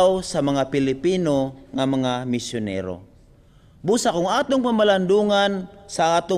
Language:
Cebuano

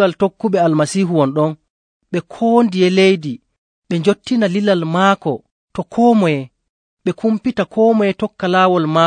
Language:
Nigerian Fulfulde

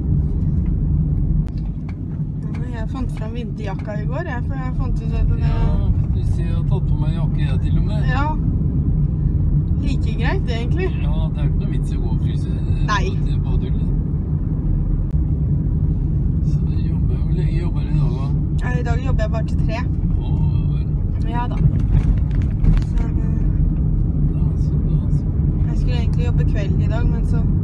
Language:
Norwegian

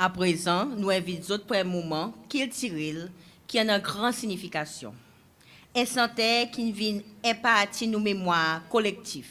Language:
Seselwa Creole French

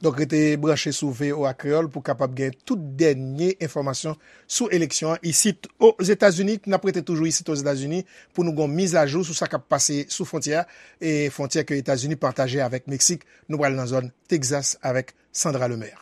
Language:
Haitian Creole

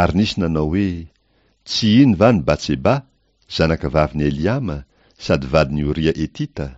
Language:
Malagasy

